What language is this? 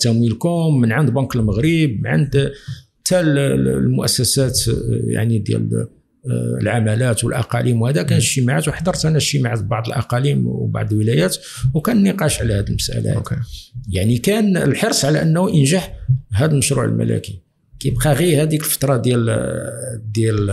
Moroccan Arabic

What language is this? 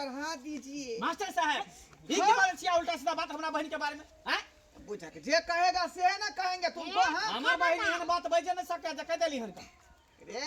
Maithili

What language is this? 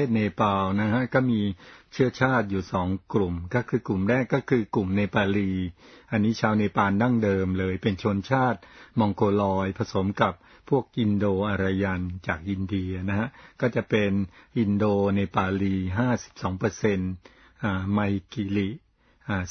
Thai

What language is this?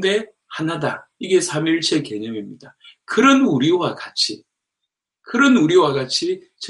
Korean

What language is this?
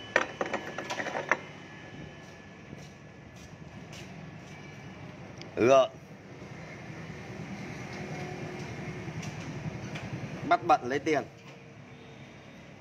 Vietnamese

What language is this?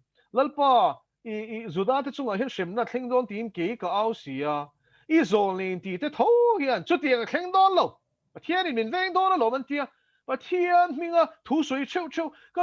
Mizo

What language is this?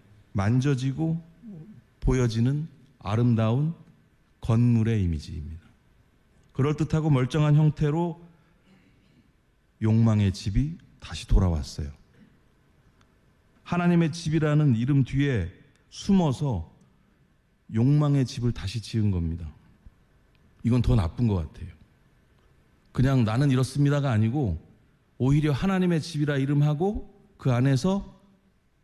Korean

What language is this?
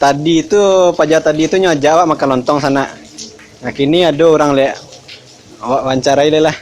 Minangkabau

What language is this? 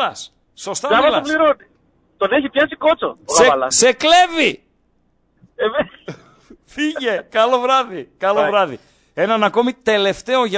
Greek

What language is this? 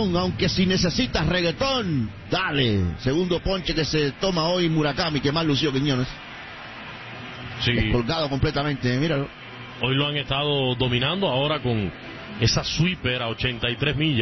Spanish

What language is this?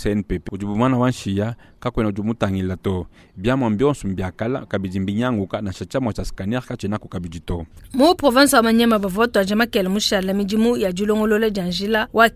Luba-Lulua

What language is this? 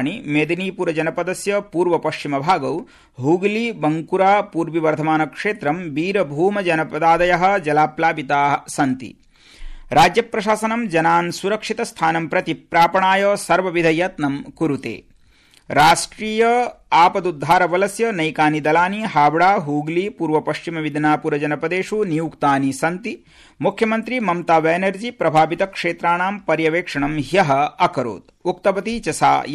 Sanskrit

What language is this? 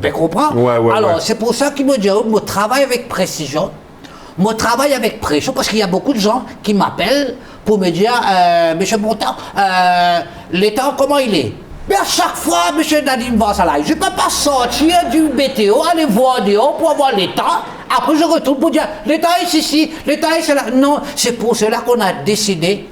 Morisyen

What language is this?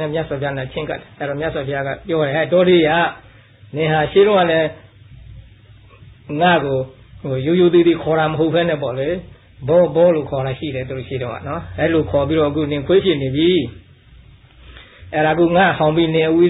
Burmese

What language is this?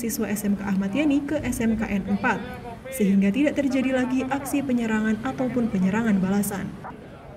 Indonesian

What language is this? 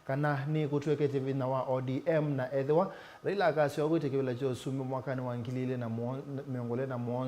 Kamba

